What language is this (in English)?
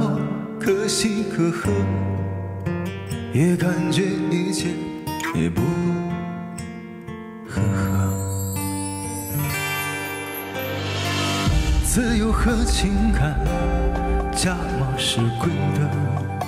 Chinese